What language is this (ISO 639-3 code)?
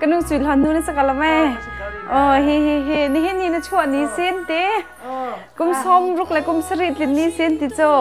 cnh